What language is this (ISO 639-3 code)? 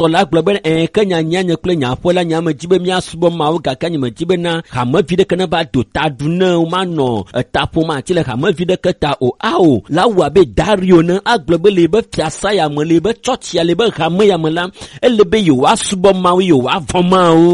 ewe